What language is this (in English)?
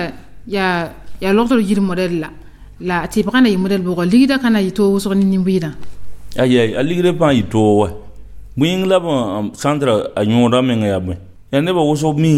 Mossi